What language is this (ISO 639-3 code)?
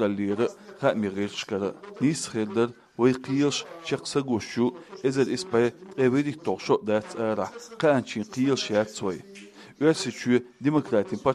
che